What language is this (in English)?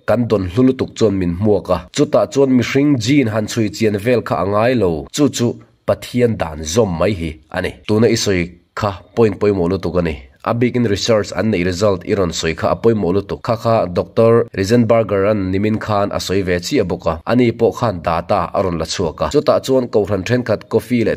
Mizo